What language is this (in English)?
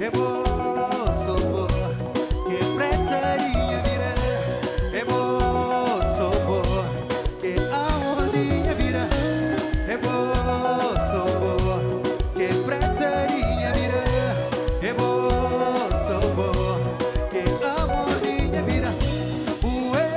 Kabuverdianu